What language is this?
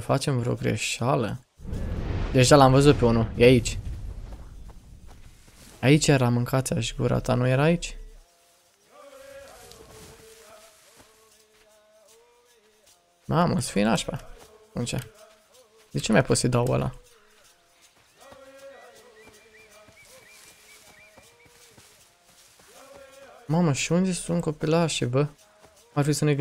Romanian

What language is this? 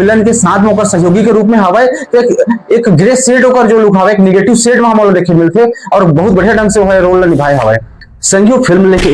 Chhattisgarhi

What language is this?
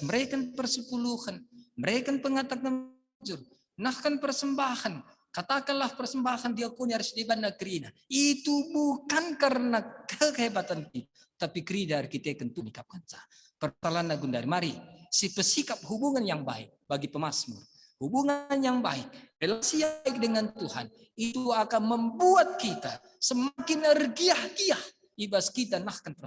Batak Karo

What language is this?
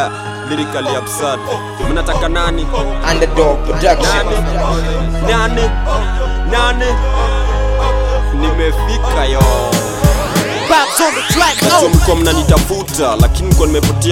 Swahili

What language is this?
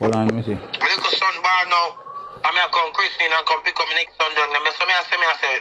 Jamaican Creole English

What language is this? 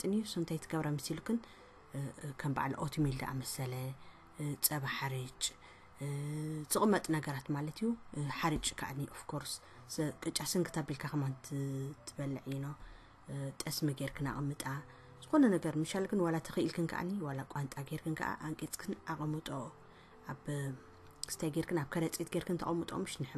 Tigrinya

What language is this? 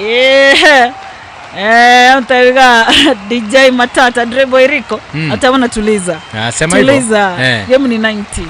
Gusii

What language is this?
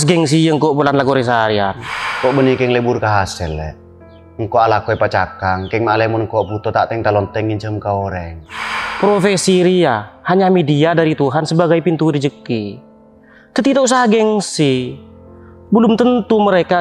Madurese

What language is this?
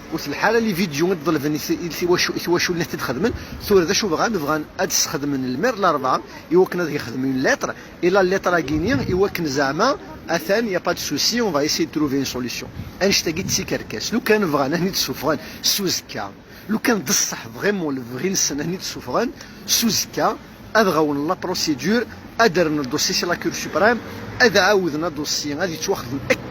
Kabyle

